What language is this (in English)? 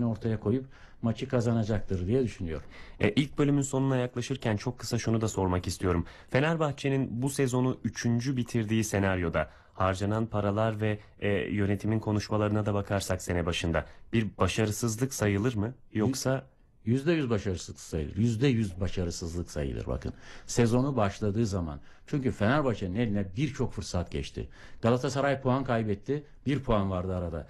Turkish